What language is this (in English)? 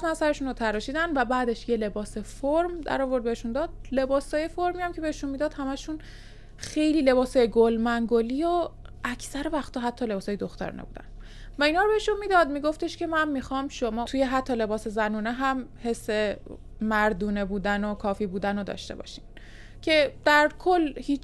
Persian